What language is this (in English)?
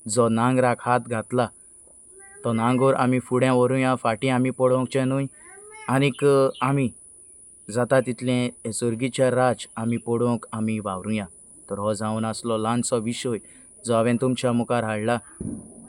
Konkani